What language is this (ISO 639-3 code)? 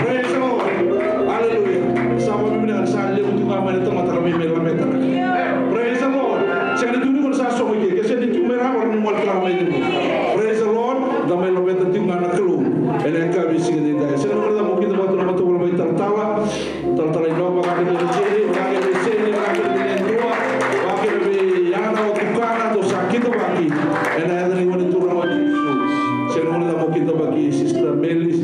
fij